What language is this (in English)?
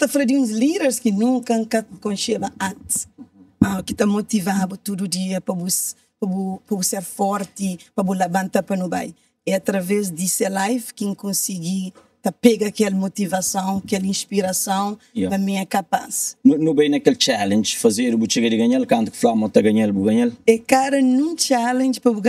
Kabuverdianu